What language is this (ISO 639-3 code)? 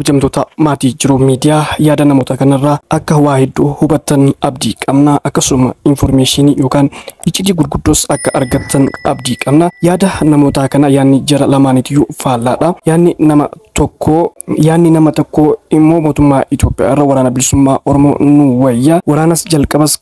orm